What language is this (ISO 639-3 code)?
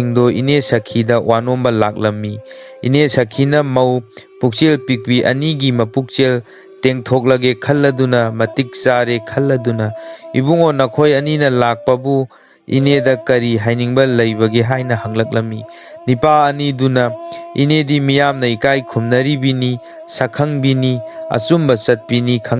mni